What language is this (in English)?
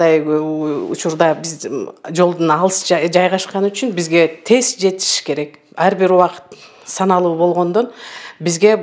Kyrgyz